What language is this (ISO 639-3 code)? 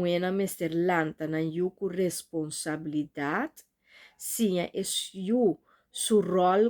pap